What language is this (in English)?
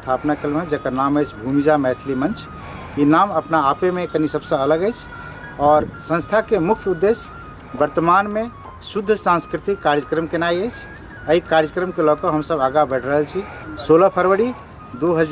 Maithili